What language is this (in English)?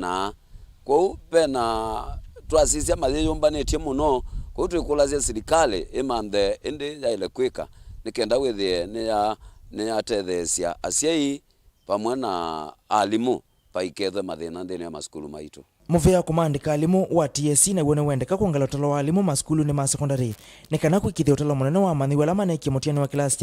Kamba